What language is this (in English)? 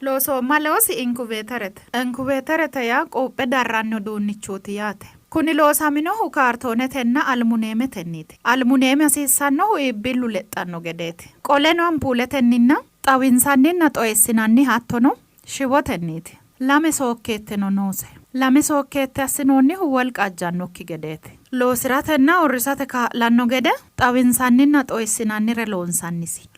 Sidamo